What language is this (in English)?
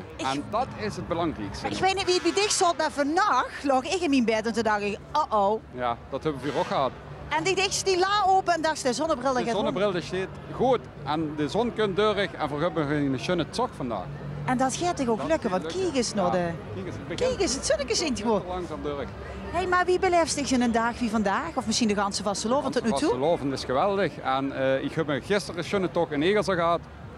Limburgish